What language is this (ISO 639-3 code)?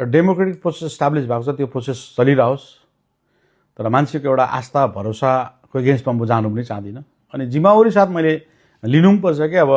nep